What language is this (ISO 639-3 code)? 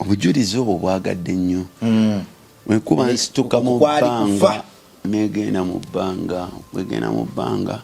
lug